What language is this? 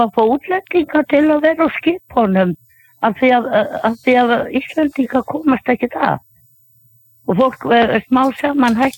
Icelandic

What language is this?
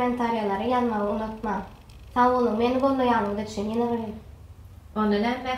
Turkmen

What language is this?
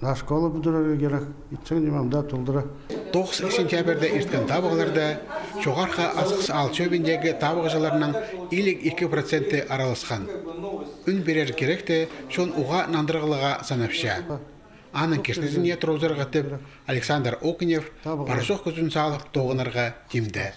Khakas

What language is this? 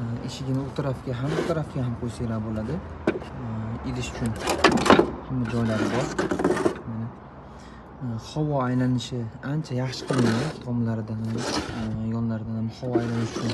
Uzbek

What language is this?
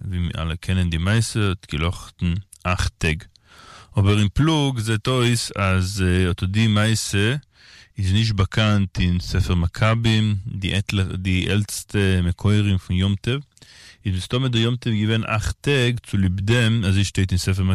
Yiddish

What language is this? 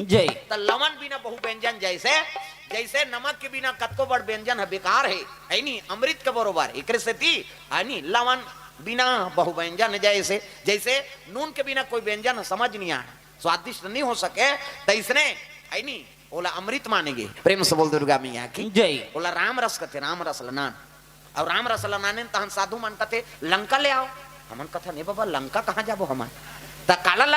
Chhattisgarhi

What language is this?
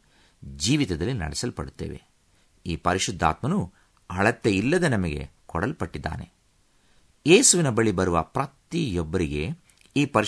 Kannada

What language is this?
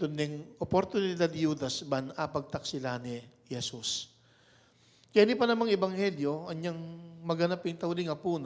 Pampanga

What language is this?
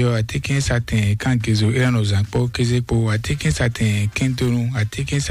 Fon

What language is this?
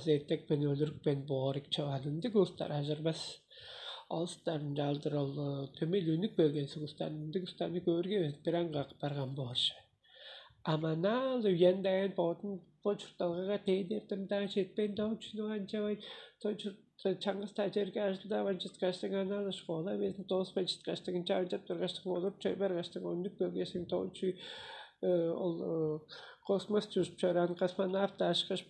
Tuvinian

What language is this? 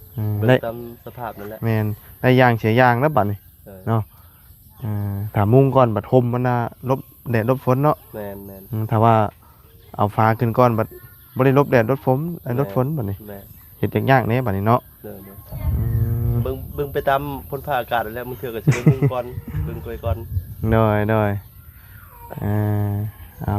Lao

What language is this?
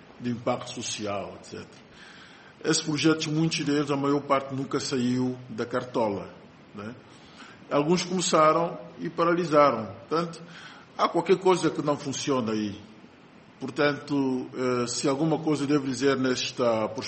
Portuguese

